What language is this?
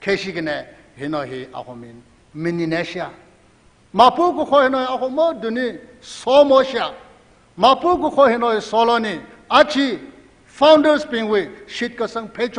Tangkhul Naga (India)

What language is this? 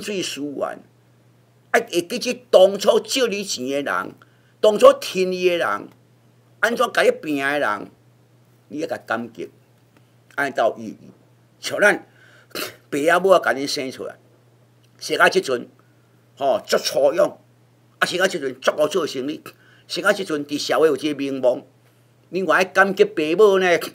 Min Nan Chinese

